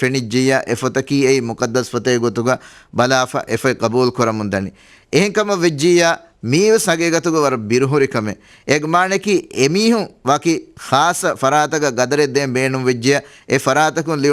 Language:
Divehi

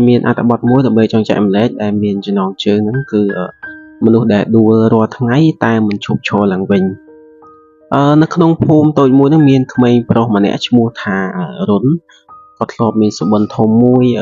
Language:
Khmer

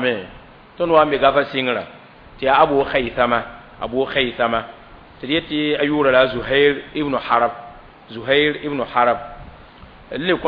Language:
Mossi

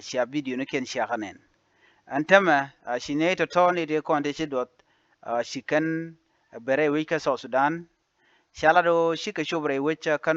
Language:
Nuer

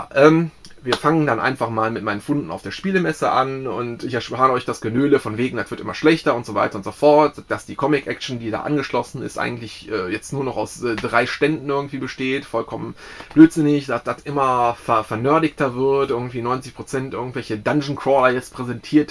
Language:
German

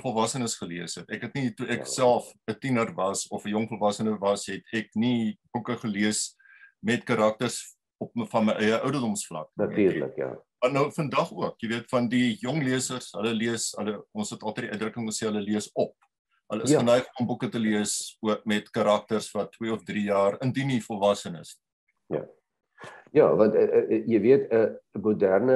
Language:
Afrikaans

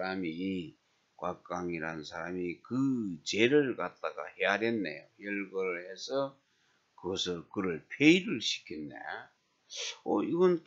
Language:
Korean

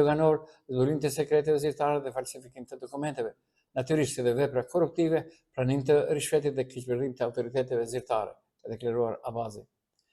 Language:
Albanian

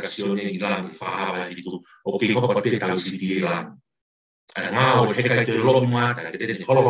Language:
Tongan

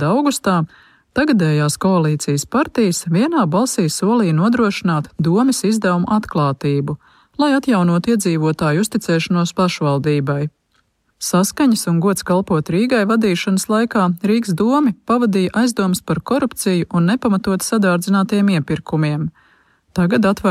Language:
Latvian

